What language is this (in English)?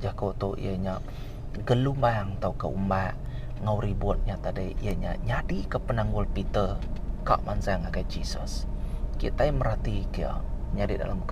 Iban